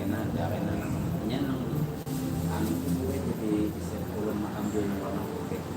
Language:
Banjar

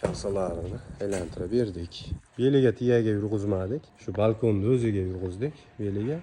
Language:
Uzbek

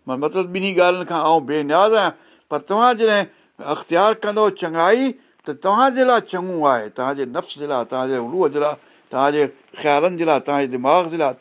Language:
Sindhi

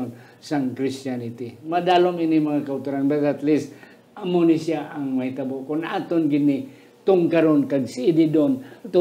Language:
Hiligaynon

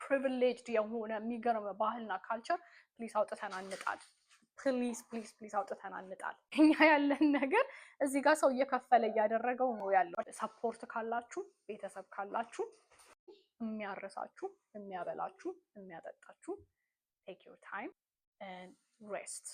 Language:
Amharic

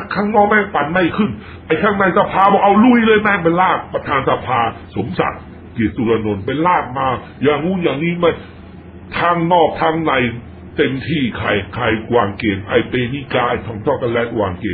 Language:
Thai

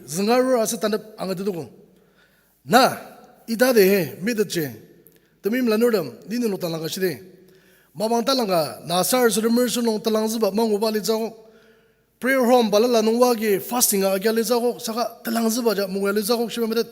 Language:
Ao Naga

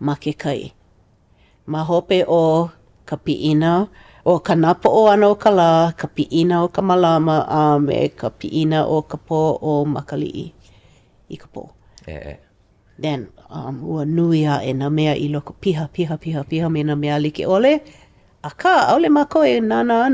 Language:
Hawaiian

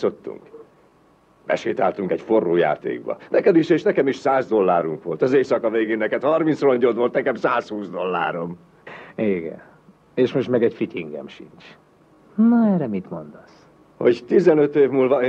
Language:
Hungarian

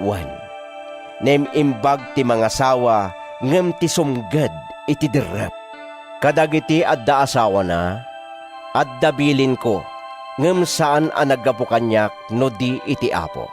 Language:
Iloko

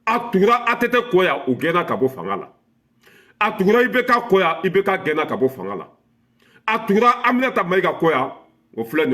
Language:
Bambara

